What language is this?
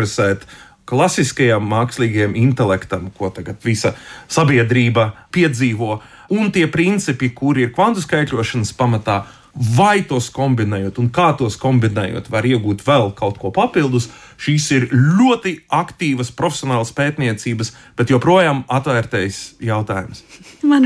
Latvian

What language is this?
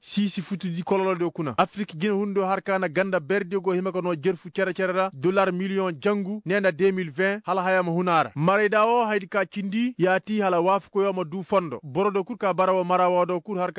Koyraboro Senni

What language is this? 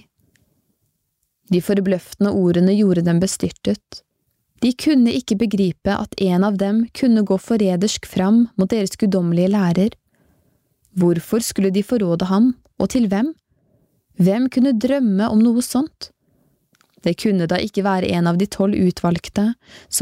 Norwegian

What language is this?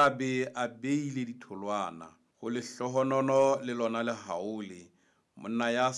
Southern Sotho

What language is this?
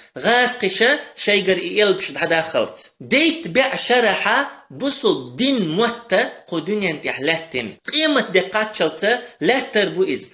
Chechen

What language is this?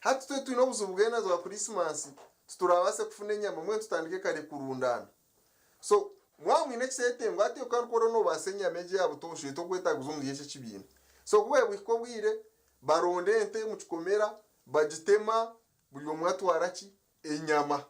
Nyankole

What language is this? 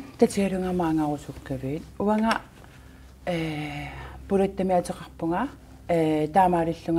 Kalaallisut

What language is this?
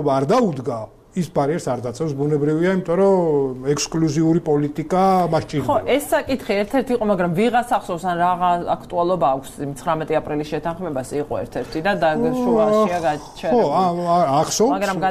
Georgian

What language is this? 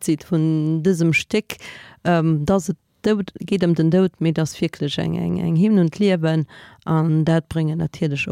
Luxembourgish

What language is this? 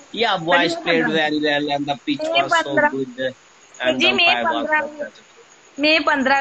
Dogri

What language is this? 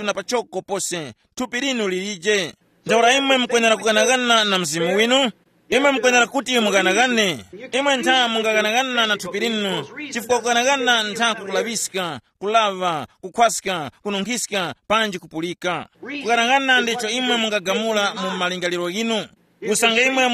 Tumbuka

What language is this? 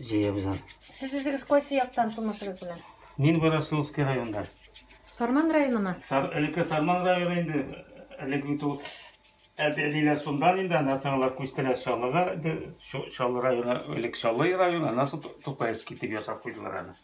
Tatar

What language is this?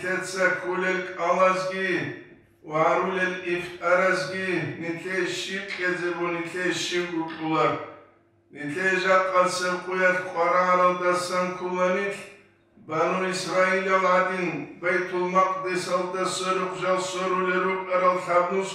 Avaric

